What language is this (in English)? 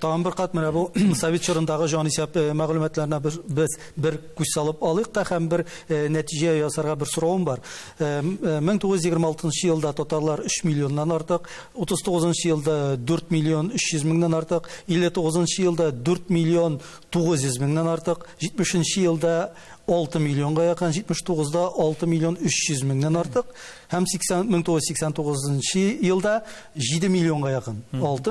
Tatar